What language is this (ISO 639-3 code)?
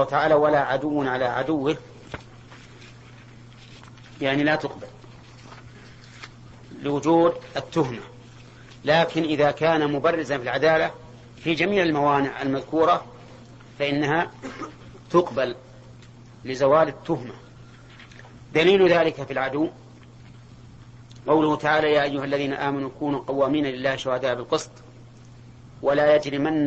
ara